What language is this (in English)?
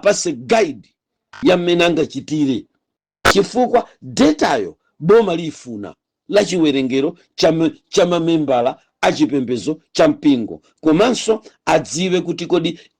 Nyanja